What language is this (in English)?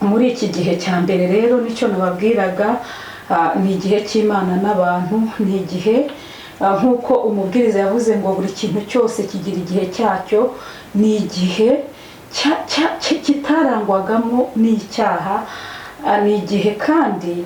Kinyarwanda